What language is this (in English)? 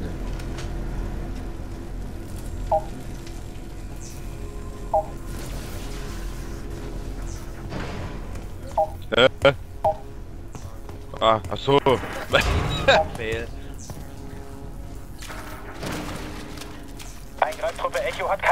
German